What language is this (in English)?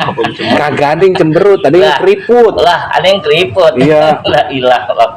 Betawi